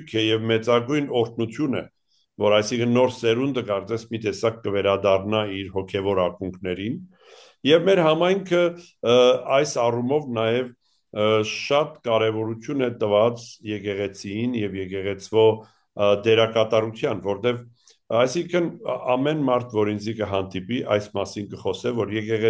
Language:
Armenian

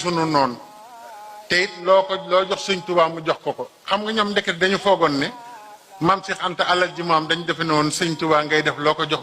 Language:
Wolof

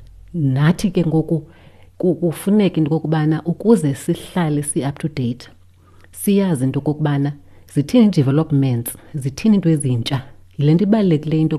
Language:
Xhosa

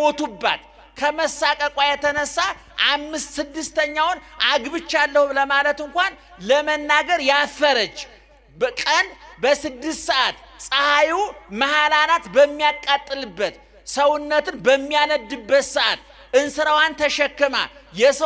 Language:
Amharic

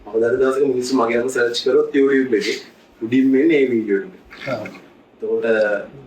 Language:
Sinhala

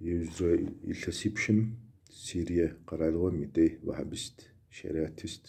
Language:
Kabardian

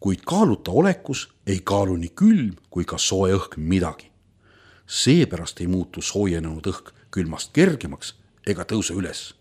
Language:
Estonian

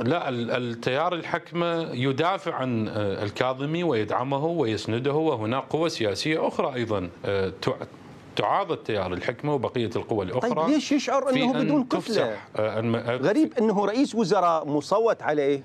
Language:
Mesopotamian Arabic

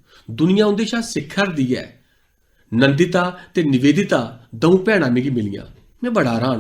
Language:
Dogri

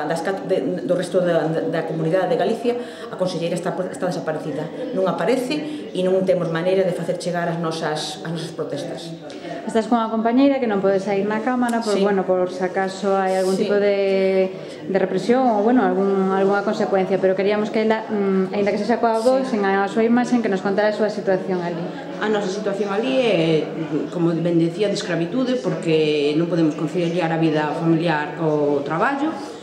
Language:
Galician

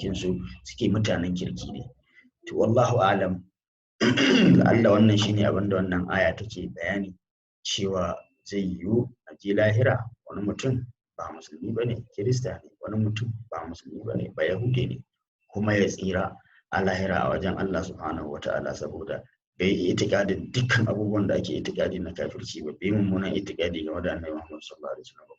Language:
Hausa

